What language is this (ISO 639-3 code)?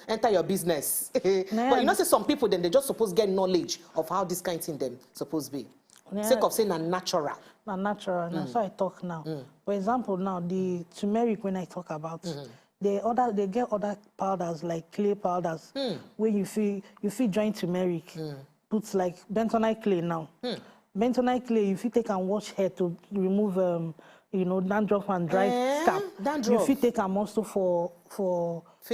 pcm